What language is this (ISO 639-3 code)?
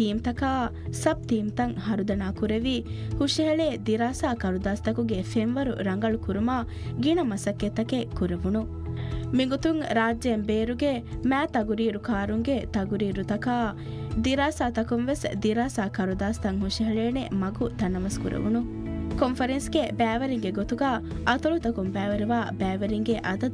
div